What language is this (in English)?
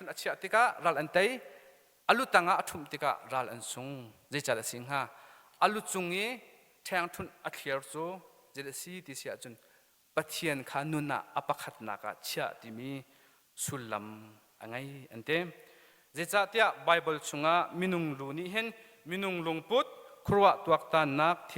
Hakha Chin